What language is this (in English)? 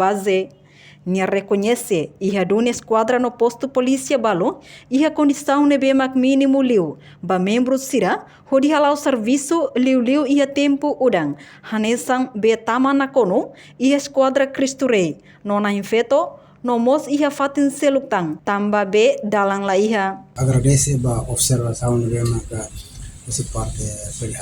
Tetum